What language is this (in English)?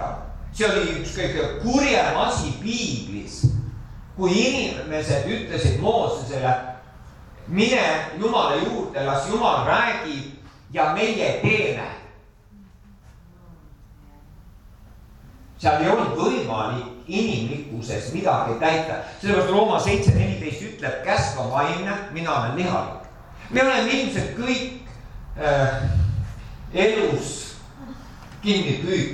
Estonian